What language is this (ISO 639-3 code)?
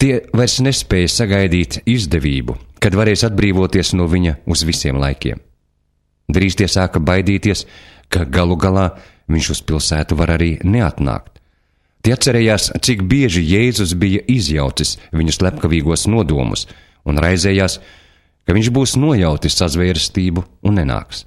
lav